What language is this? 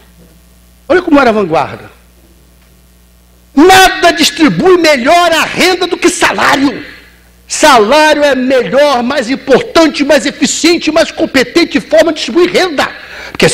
Portuguese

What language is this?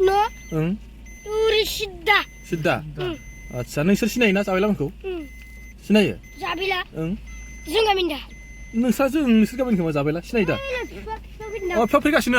Bodo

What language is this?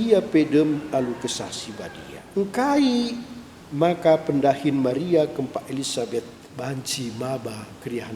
Batak Karo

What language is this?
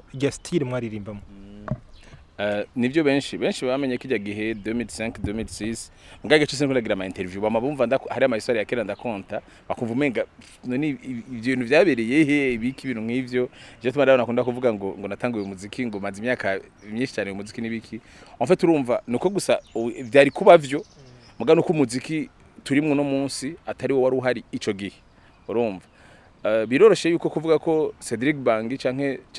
Rundi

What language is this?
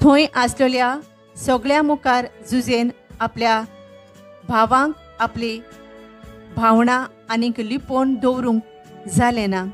Konkani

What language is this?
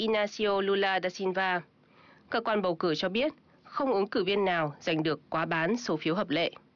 Vietnamese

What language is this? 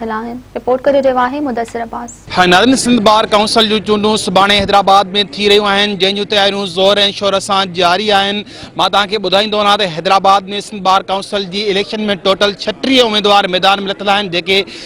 Sindhi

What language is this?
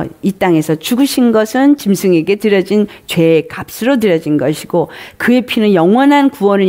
Korean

